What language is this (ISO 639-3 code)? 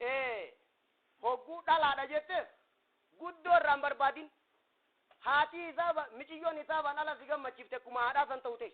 orm